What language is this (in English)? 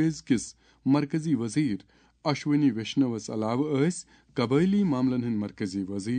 Kashmiri